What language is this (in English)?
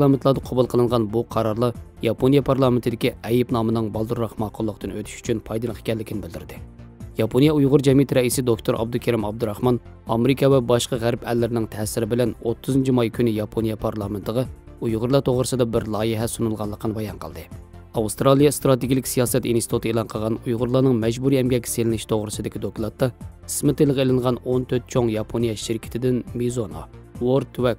Uyghur